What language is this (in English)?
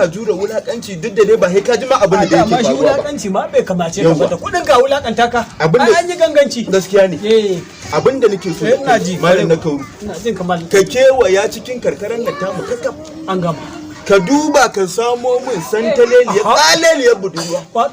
Hausa